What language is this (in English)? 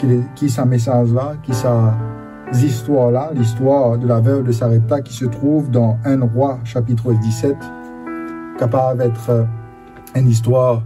Morisyen